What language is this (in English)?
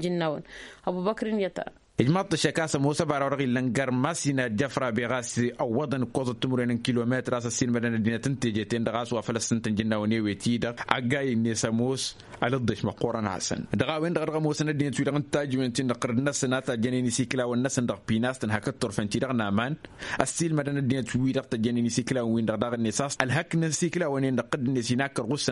Tamasheq